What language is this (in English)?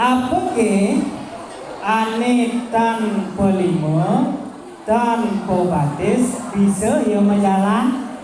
Balinese